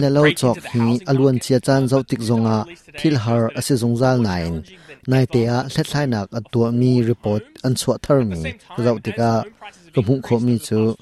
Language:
Hakha Chin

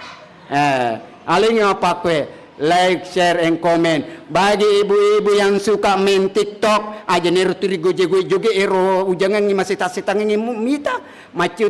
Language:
Buginese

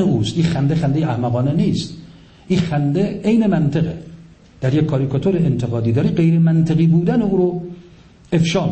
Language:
Persian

